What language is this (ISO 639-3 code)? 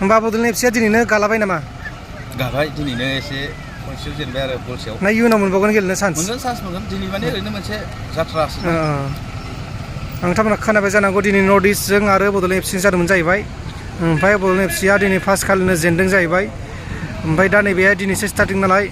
brx